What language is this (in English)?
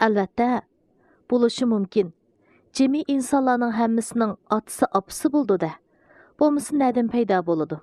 Uyghur